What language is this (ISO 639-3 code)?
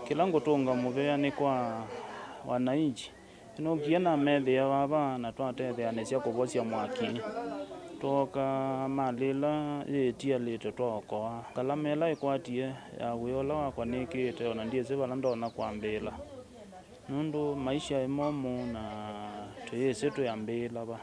kam